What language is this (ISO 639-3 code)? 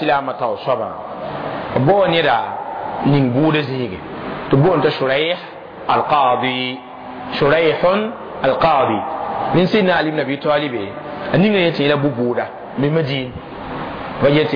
mos